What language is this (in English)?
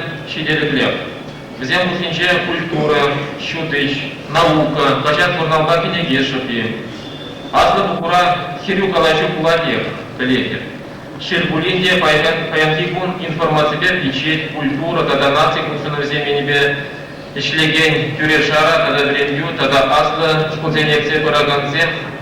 Chuvash